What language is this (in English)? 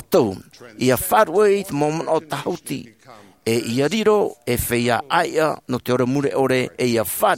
Tahitian